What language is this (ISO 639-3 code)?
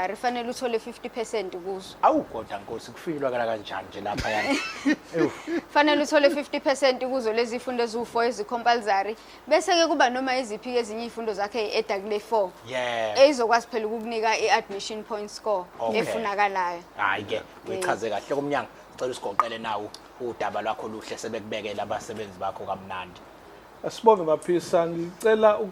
zul